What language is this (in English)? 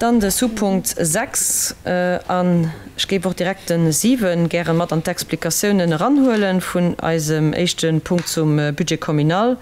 Luxembourgish